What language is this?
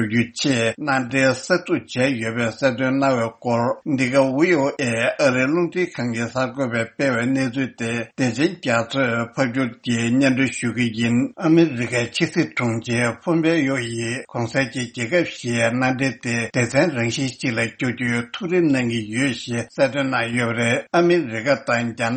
Tibetan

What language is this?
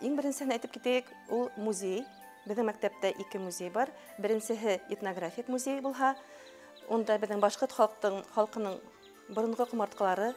Bashkir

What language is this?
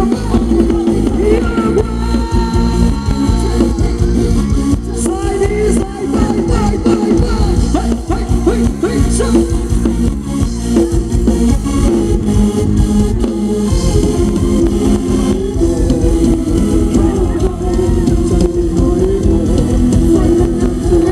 Thai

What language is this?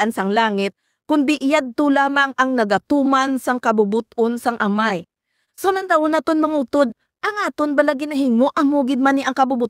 Hiligaynon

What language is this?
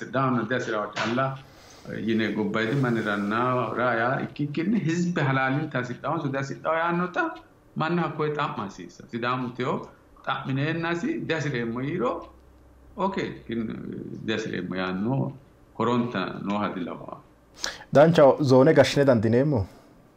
Sidamo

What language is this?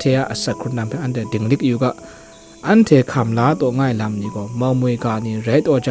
Kachin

